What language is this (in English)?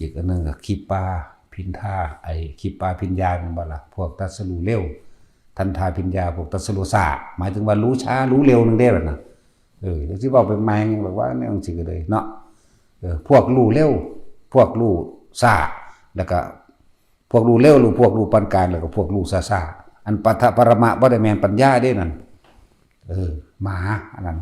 Northeastern Thai